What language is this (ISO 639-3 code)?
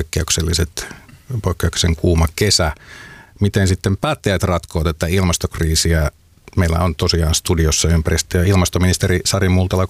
fin